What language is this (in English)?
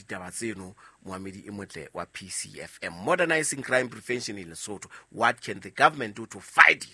Southern Sotho